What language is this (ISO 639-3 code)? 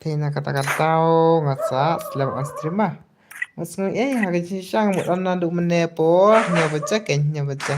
kha